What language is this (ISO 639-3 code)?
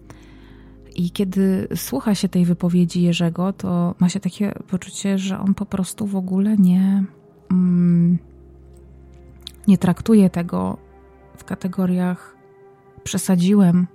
pol